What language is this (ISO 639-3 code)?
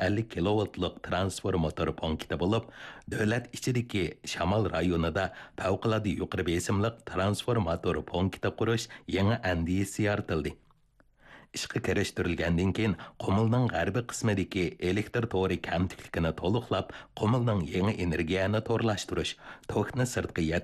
uig